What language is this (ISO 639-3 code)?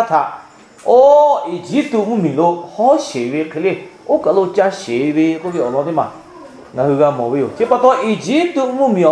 lhu